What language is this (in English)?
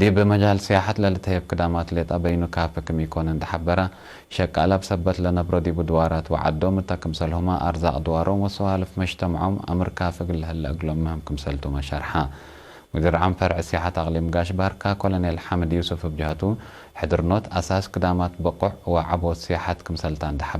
Tigre